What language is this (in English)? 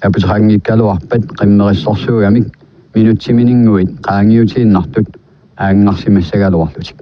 Kalaallisut